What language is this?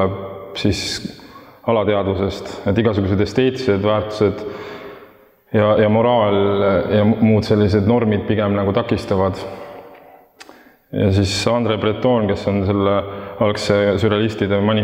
Estonian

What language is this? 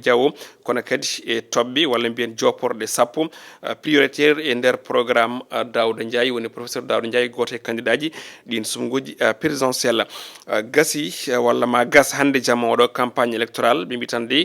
Fula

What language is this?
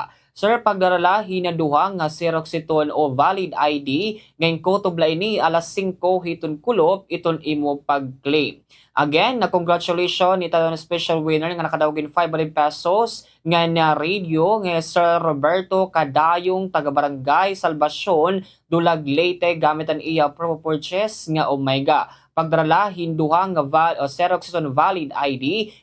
Waray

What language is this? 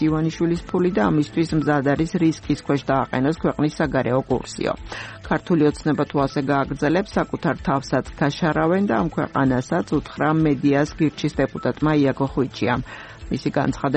Georgian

